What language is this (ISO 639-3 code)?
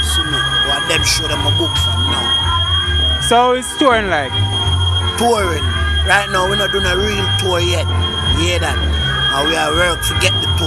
jam